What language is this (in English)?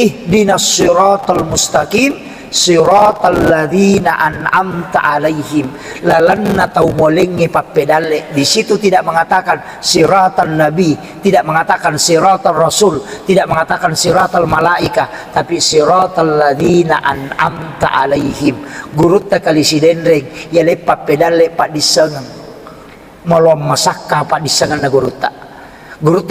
Buginese